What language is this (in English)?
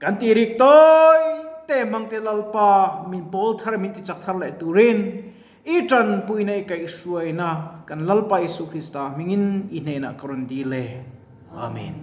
Mizo